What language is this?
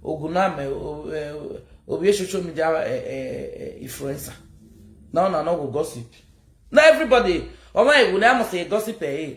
Nigerian Pidgin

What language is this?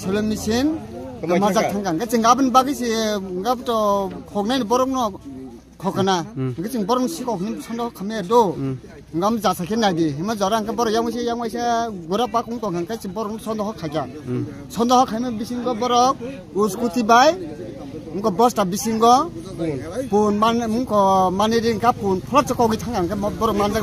Kok Borok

